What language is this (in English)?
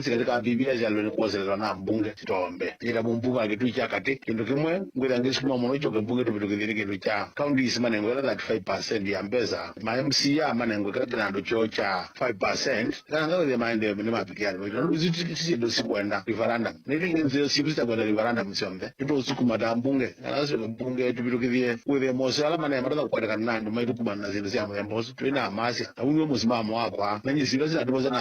Kamba